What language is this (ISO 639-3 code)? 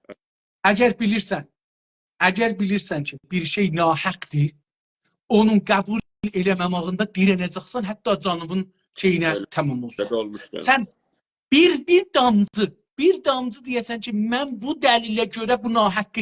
azb